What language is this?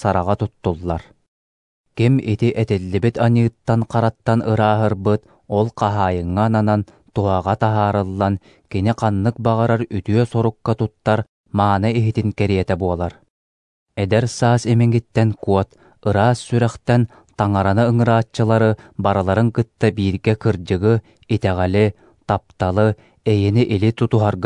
Yakut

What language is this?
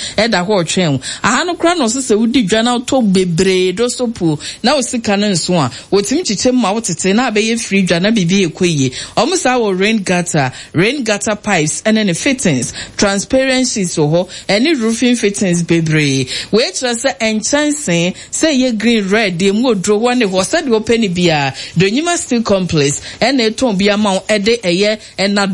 Akan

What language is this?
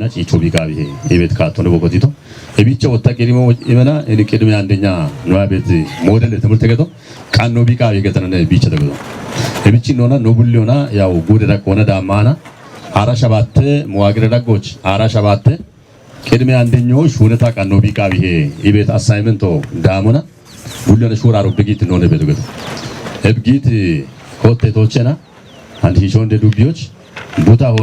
Kafa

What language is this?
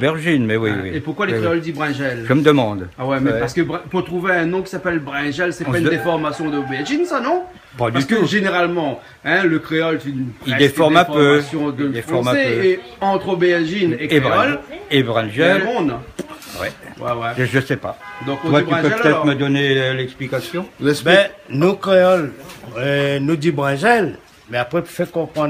Réunion Creole French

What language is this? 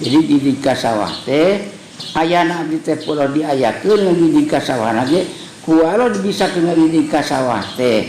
Sundanese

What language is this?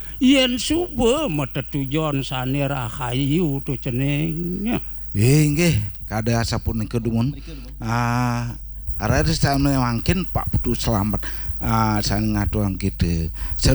Balinese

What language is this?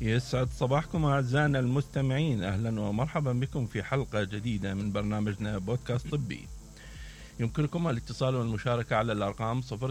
Mesopotamian Arabic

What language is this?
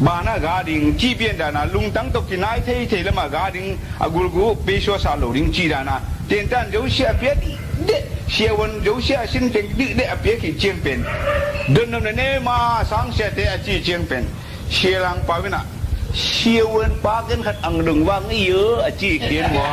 Tedim Chin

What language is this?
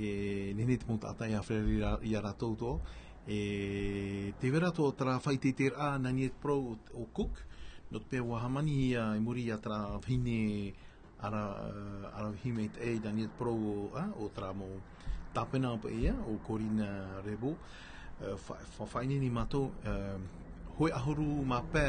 Tahitian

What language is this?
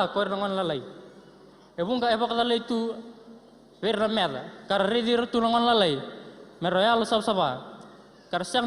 Fijian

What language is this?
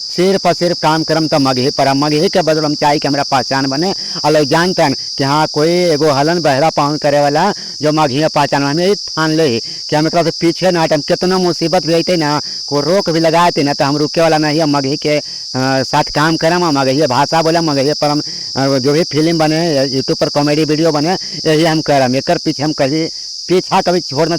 Magahi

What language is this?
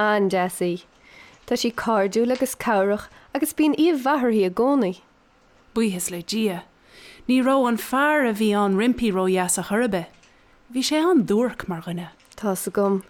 Irish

